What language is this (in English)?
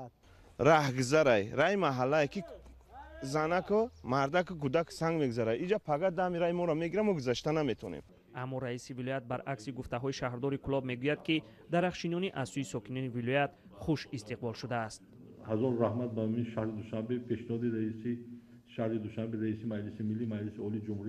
Tajik